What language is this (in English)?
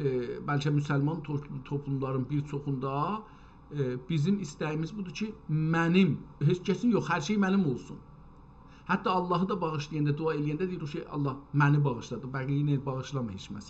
South Azerbaijani